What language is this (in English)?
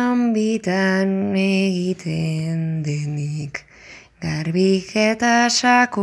Basque